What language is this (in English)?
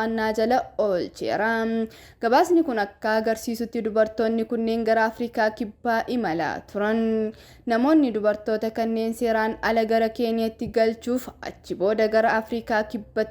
Oromo